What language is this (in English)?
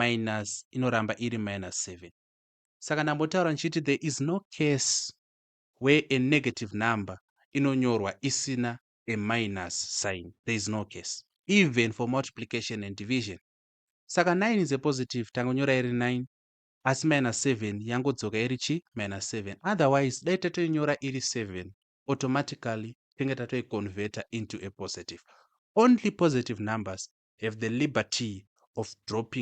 Shona